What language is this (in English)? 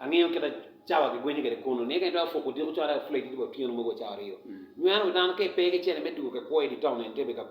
Acoli